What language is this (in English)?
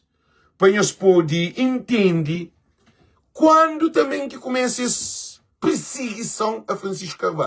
Kabuverdianu